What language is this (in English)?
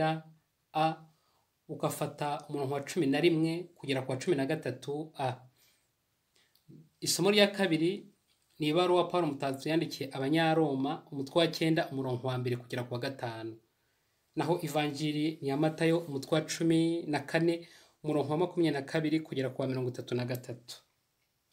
Kinyarwanda